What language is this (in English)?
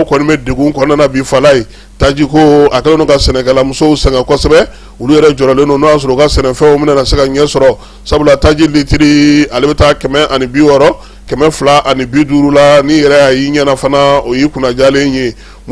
Bambara